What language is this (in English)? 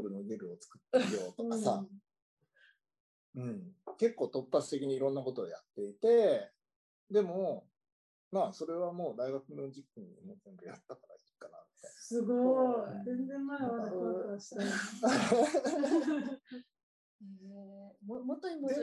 Japanese